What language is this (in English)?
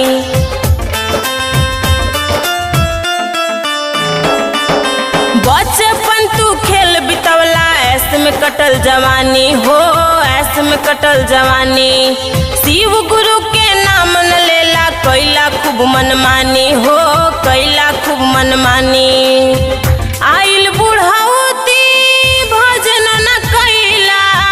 Bhojpuri